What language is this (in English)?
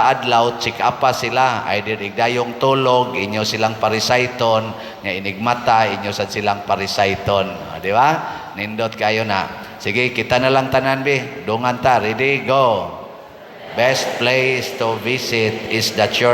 Cebuano